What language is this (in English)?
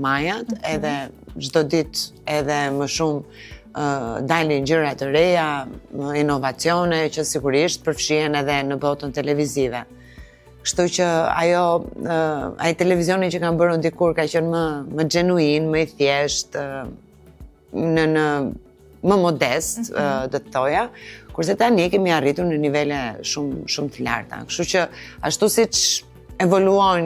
Albanian